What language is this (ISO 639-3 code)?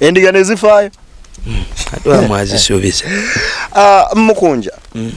lug